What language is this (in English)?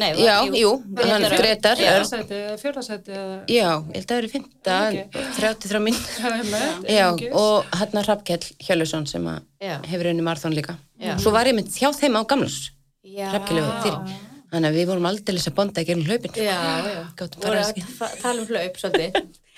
Icelandic